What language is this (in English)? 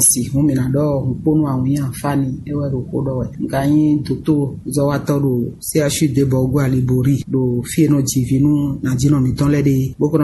Fon